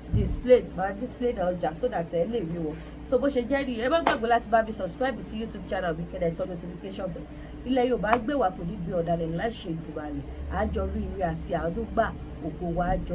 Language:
Yoruba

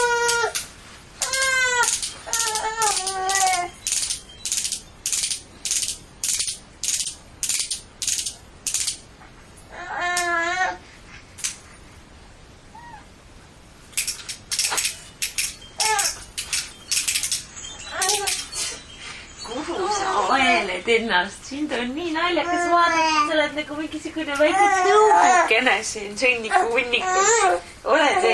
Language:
Estonian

